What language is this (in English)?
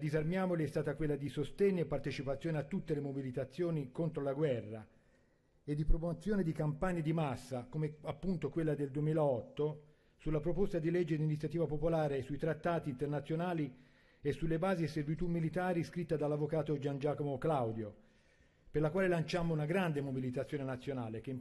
Italian